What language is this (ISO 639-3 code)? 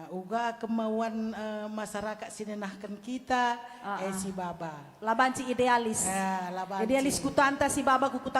btx